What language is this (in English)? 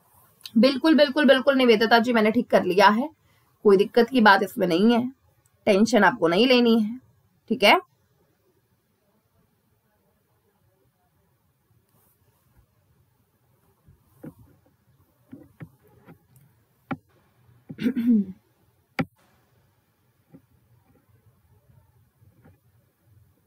Hindi